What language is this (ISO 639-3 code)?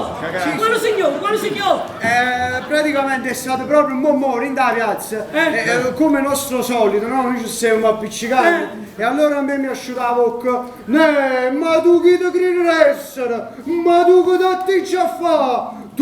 nap